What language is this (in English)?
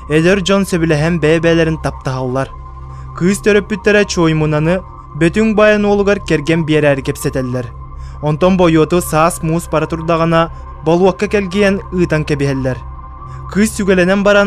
Yakut